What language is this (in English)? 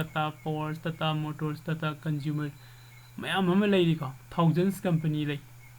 Manipuri